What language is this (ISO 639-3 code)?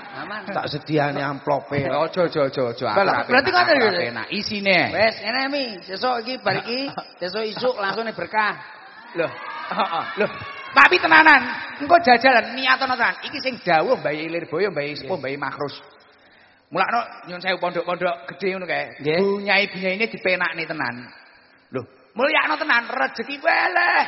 jav